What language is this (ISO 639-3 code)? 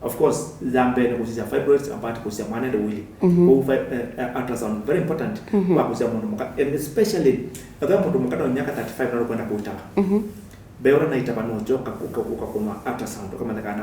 kam